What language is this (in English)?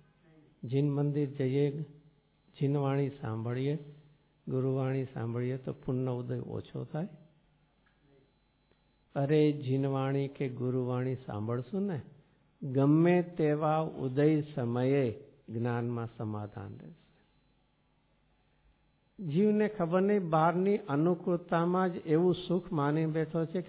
Gujarati